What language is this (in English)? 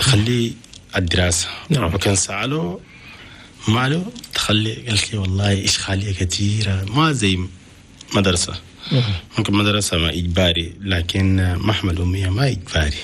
Chadian Arabic